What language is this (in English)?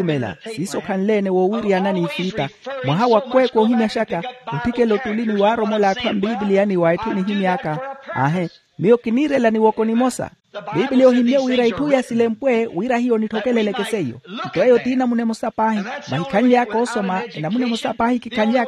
Makhuwa